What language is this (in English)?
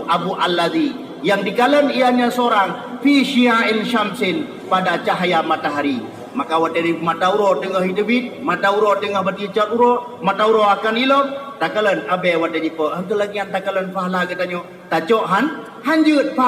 Achinese